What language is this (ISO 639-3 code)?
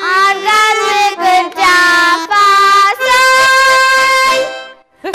udm